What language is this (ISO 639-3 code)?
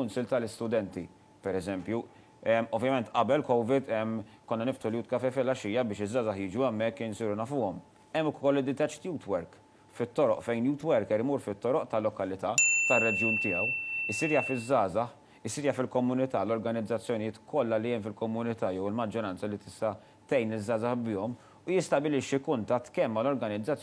mlt